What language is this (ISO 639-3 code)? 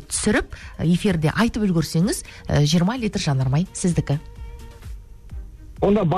kaz